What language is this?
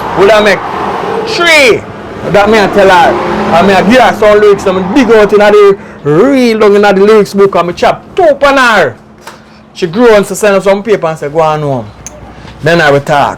Jamaican Creole English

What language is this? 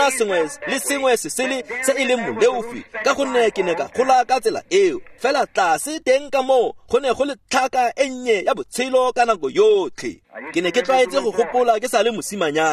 Tswana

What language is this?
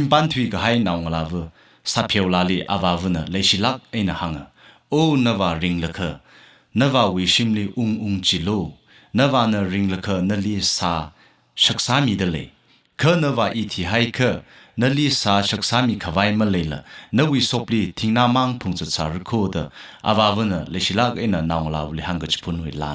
Tangkhul Naga (India)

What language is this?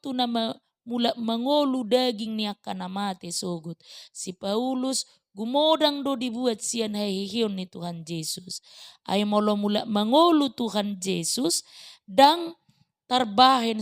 Batak Toba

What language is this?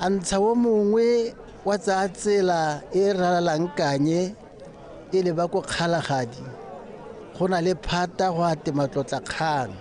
Tswana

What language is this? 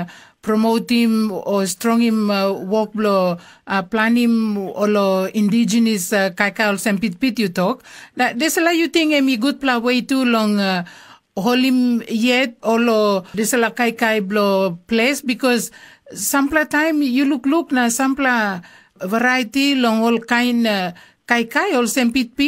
Tok Pisin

